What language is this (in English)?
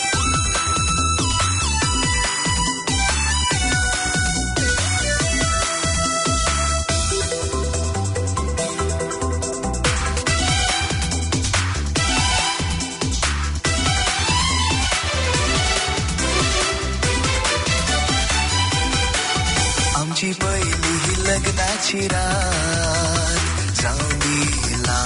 Marathi